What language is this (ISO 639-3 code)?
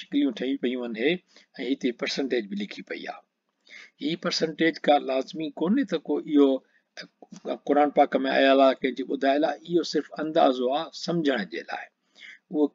snd